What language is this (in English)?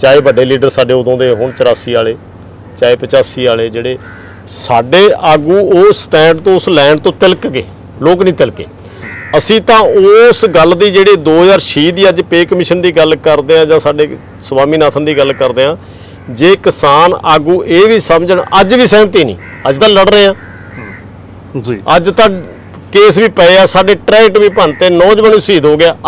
Punjabi